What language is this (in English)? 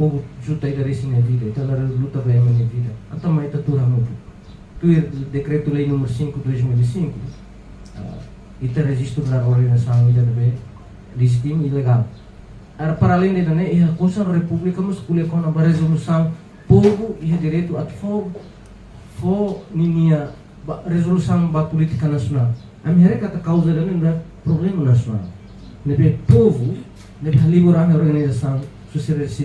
Tetum